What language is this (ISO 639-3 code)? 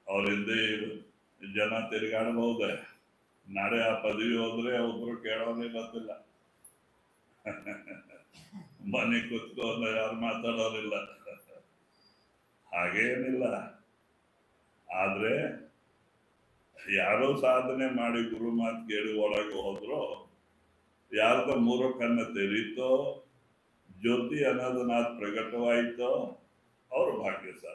kan